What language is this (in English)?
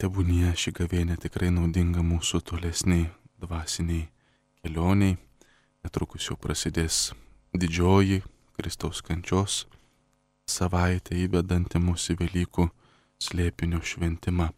Lithuanian